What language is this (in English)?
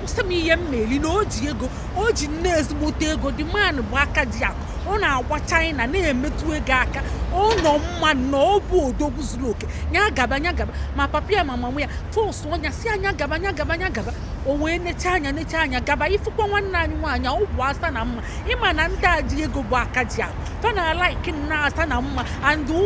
Igbo